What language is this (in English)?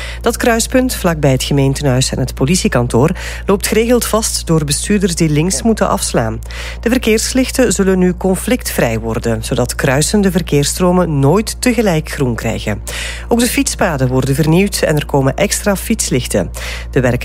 Dutch